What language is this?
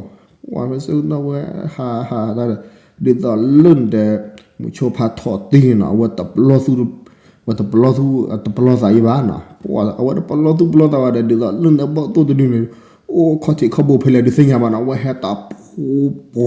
S'gaw Karen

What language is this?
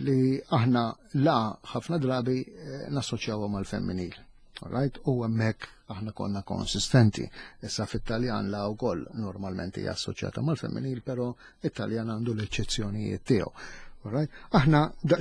Maltese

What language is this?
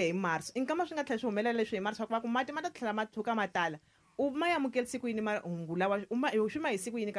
Tsonga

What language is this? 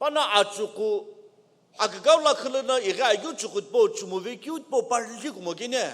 Sumi Naga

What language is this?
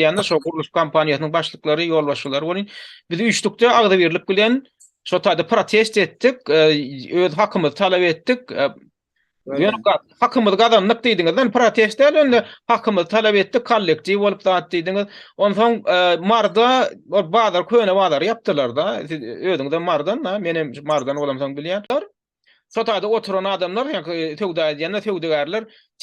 Turkmen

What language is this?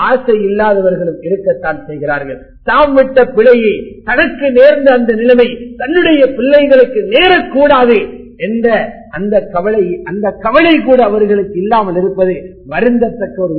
Tamil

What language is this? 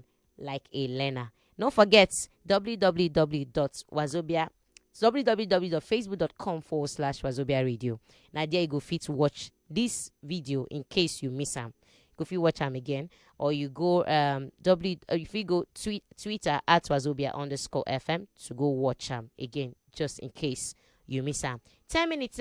Nigerian Pidgin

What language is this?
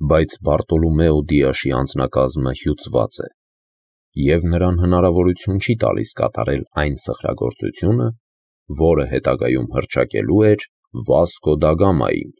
Armenian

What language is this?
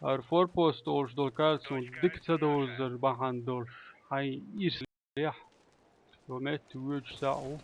Chechen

